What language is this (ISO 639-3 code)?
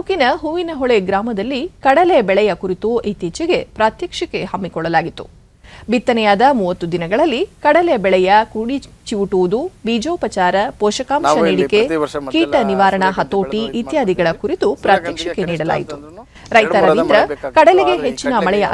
kan